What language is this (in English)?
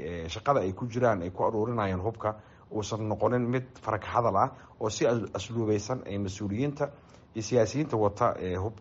Somali